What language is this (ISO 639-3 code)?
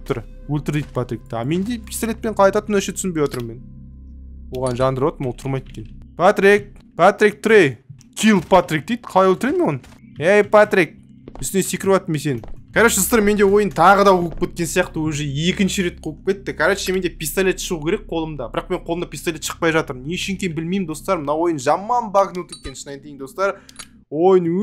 kaz